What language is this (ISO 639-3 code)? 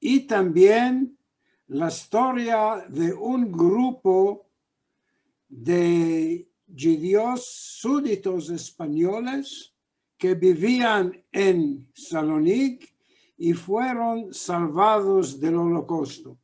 lad